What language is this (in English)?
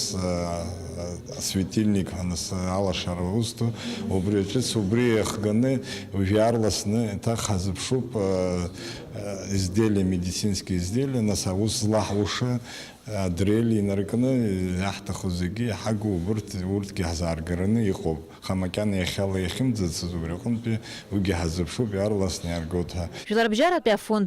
Abkhazian